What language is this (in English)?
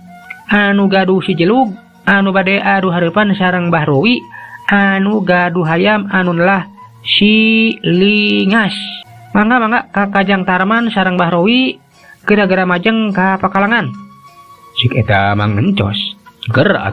Sundanese